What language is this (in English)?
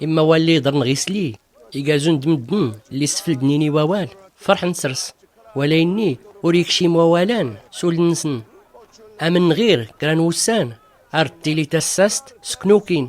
Tachelhit